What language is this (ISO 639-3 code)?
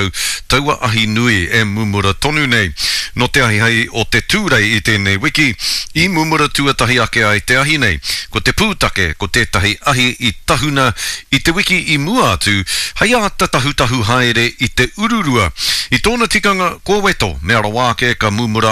mri